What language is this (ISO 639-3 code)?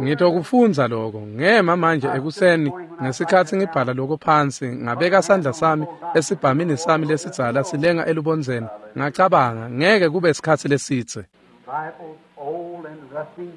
ssw